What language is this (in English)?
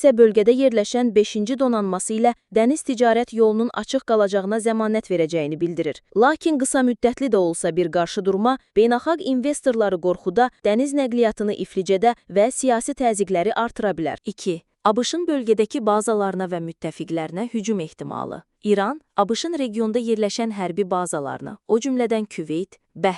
Azerbaijani